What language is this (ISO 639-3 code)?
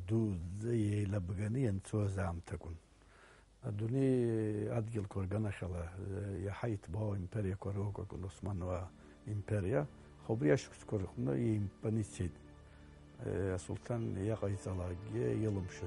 abk